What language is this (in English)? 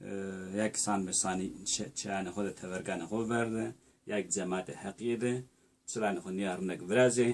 Zaza